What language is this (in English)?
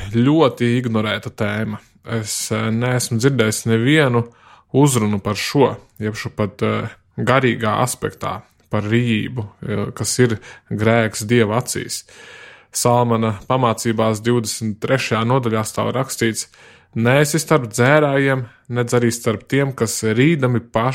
Latvian